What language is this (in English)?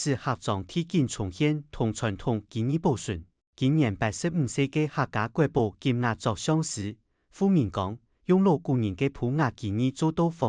Hakka Chinese